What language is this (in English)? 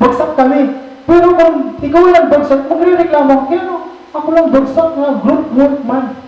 Waray